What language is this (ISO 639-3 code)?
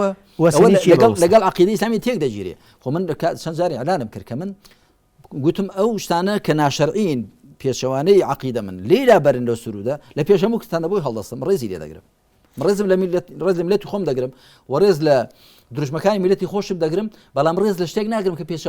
ckb